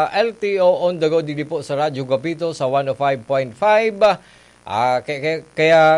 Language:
Bikol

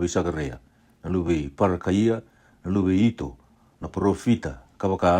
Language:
Fijian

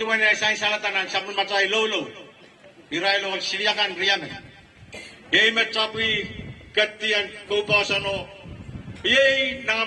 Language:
Pohnpeian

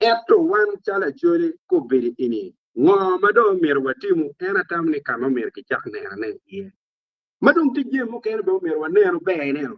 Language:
Acoli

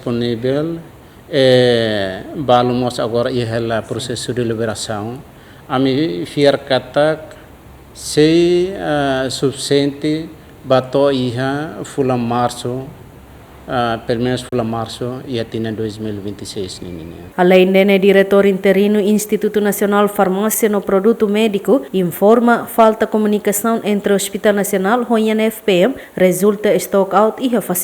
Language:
Tetum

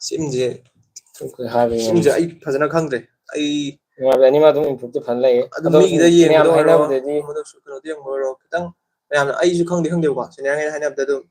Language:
Manipuri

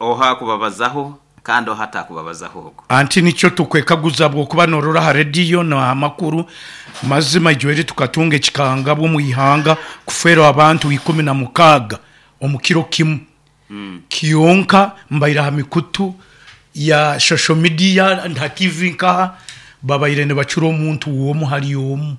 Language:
Nyankole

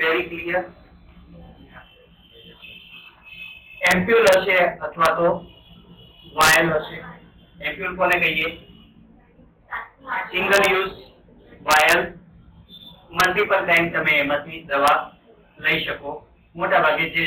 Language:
Gujarati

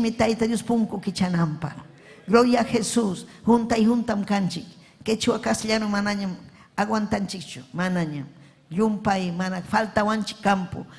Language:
Ayacucho Quechua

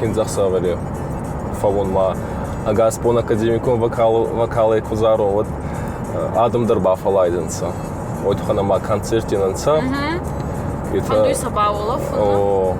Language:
Ossetic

